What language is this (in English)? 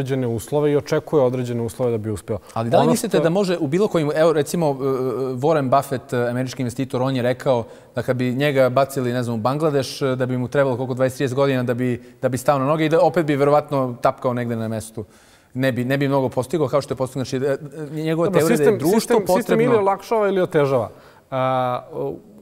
Bosnian